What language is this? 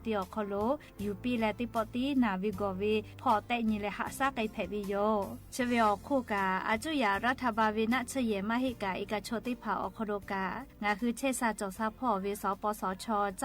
Lahu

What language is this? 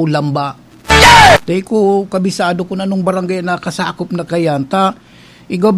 Bikol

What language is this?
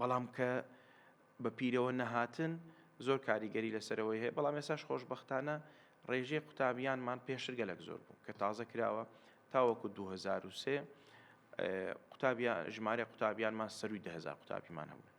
Central Kurdish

